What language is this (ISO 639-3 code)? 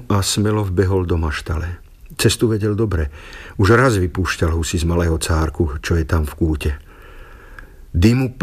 slk